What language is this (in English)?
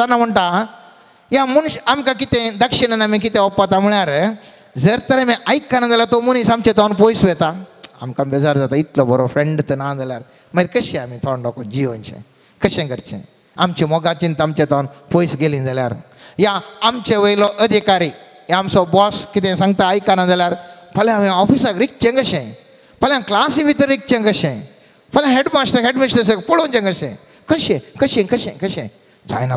Konkani